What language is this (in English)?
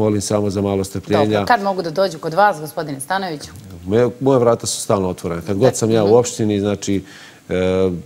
Serbian